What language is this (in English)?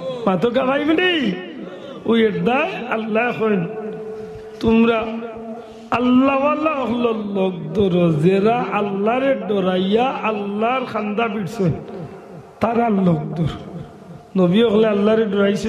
Sylheti